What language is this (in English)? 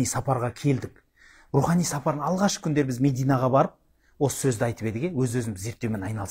Kazakh